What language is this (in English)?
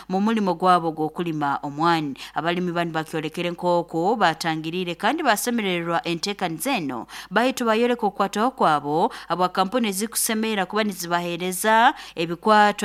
Nyoro